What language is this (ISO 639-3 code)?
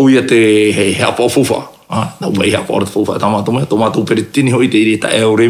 tah